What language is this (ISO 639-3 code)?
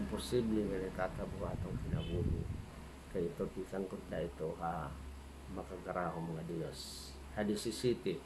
war